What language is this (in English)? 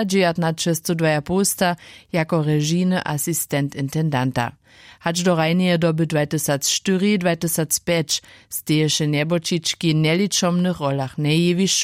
Upper Sorbian